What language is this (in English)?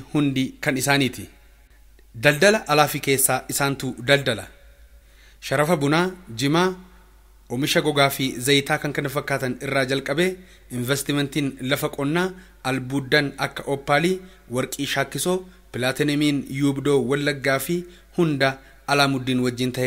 Oromo